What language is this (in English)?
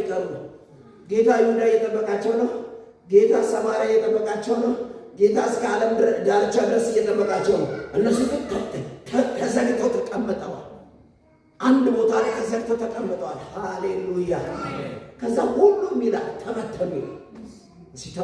Amharic